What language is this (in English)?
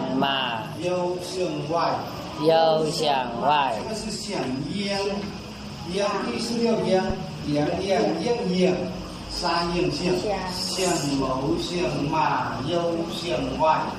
Zhuang